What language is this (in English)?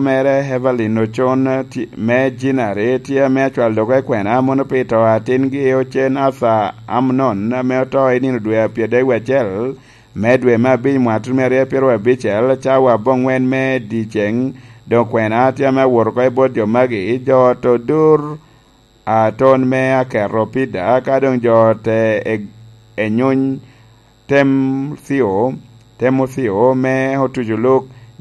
Lango (Uganda)